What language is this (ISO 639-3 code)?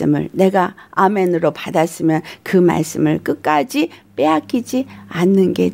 kor